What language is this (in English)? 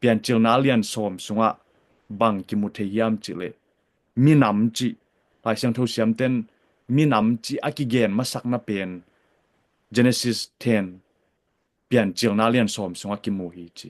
Tedim Chin